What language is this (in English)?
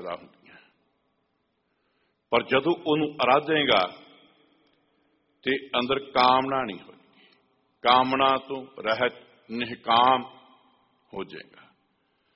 Punjabi